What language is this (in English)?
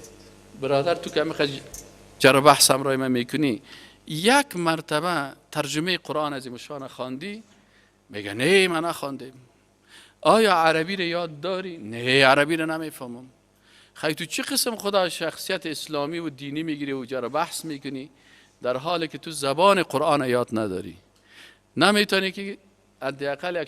Persian